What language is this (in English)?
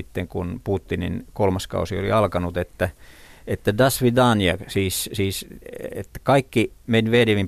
Finnish